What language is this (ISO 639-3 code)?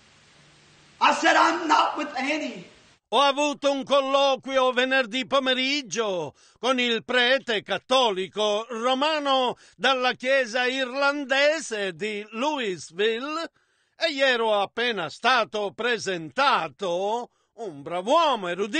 ita